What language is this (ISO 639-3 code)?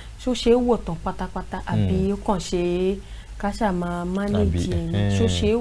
yor